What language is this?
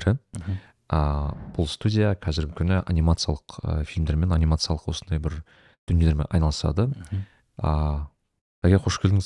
Kazakh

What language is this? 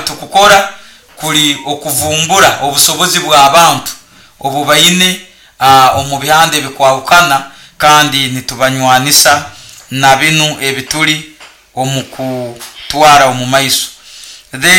Nyoro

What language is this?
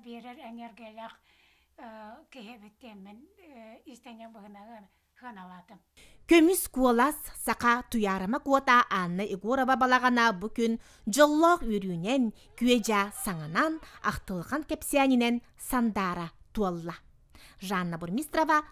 Yakut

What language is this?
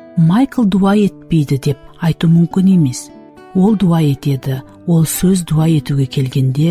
Kara-Kalpak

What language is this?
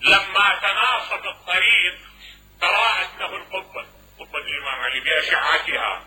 Mesopotamian Arabic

